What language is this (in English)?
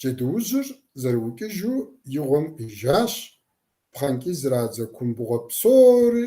Kabardian